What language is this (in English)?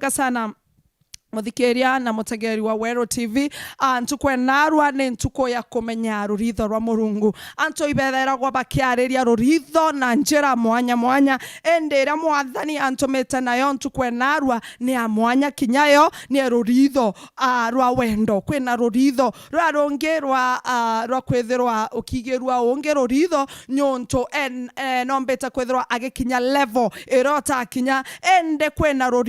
Meru